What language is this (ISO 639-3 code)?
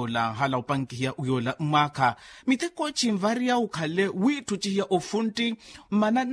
vmw